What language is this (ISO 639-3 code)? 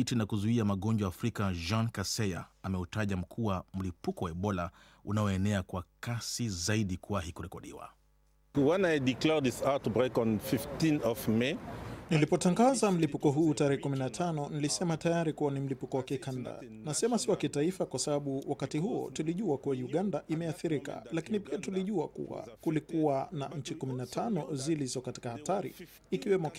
swa